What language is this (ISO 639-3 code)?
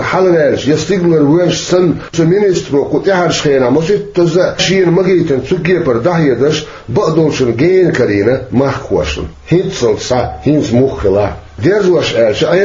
che